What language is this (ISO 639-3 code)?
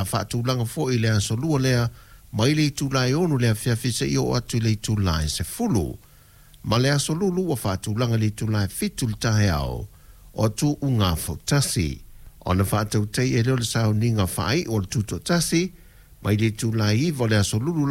smo